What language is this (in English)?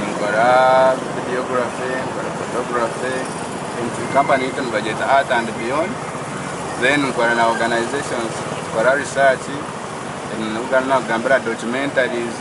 Nyankole